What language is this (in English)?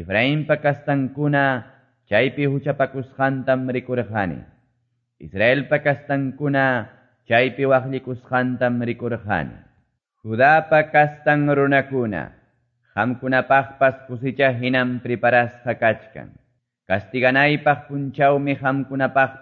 Quechua